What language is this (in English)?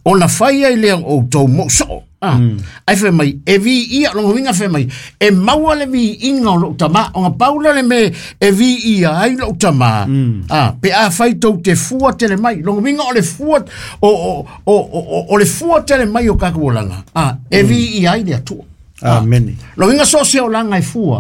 Samoan